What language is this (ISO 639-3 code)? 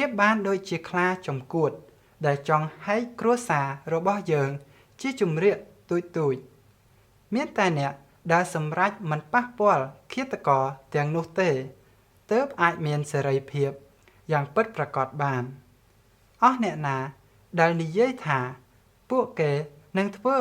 khm